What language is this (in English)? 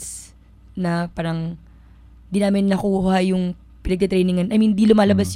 Filipino